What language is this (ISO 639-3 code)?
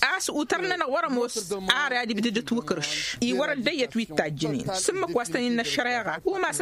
taq